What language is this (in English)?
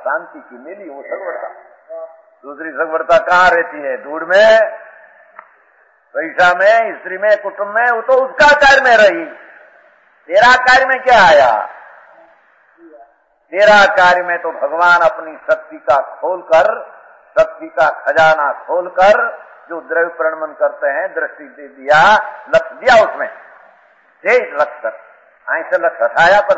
Hindi